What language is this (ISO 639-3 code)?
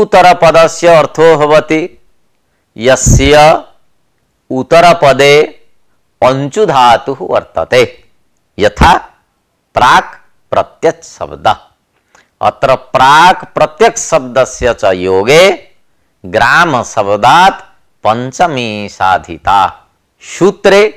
san